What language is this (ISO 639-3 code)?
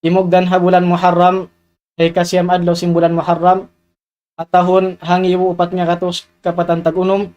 tsg